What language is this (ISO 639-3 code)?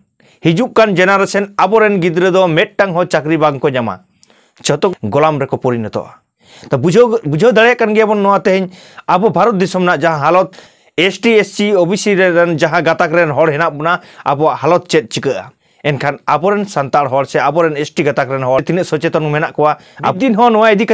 sat